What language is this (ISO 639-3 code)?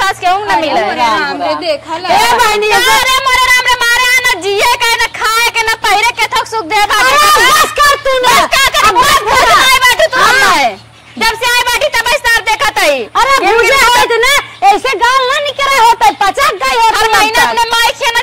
awa